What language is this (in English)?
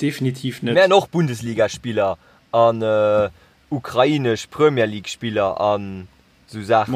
Luxembourgish